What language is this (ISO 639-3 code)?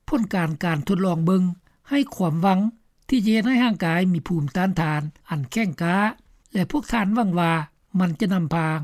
lao